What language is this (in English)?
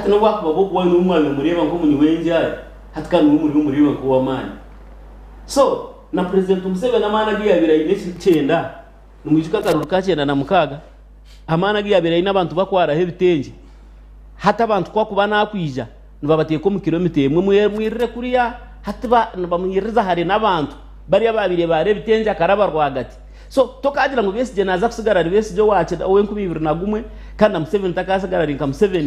Nyankole